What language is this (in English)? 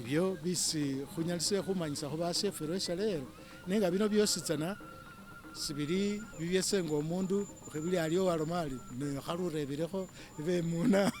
Masaaba